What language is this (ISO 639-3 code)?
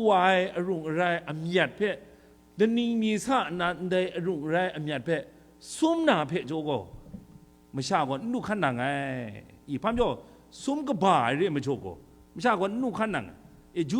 kac